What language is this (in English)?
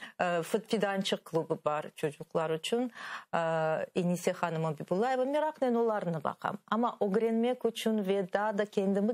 Crimean Tatar